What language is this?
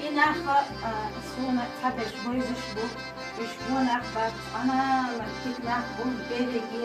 Chechen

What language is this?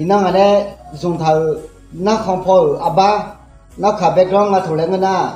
Akha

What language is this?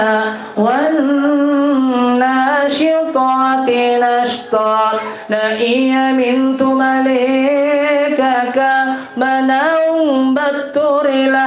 Makasar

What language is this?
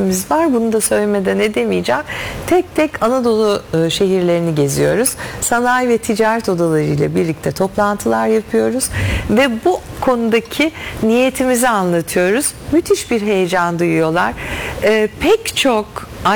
Turkish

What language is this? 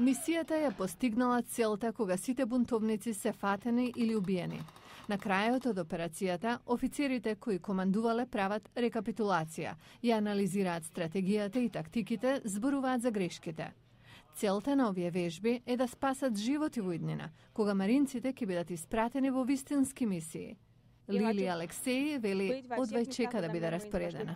Macedonian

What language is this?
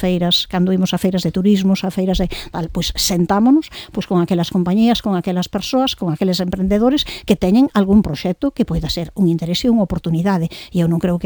Galician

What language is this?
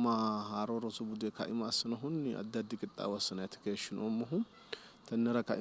Sidamo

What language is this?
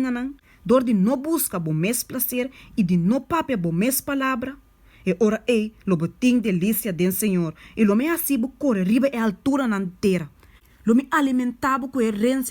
Papiamento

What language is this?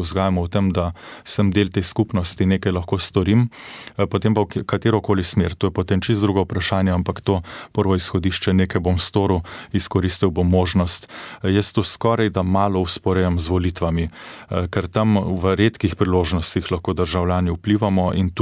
Slovenian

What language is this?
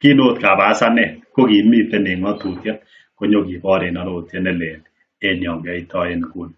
Kalenjin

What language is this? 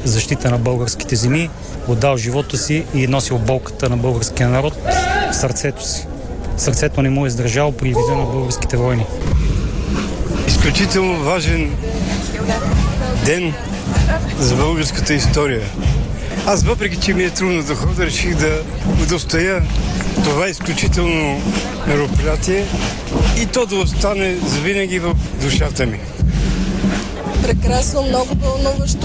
Bulgarian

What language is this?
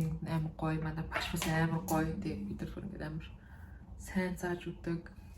Mongolian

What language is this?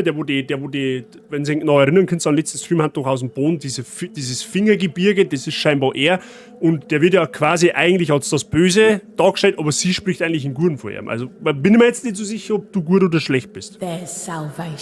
Bavarian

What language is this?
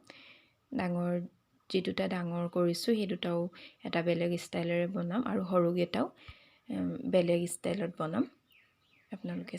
Assamese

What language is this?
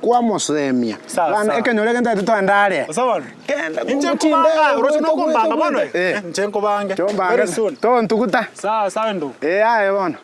Gusii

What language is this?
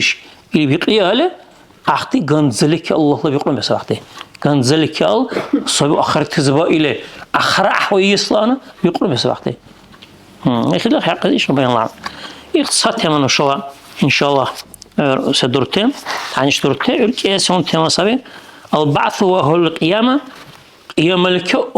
Dargwa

